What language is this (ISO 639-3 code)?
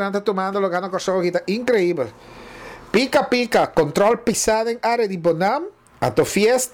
pap